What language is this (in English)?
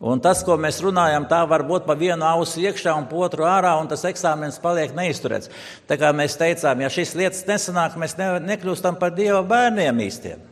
Latvian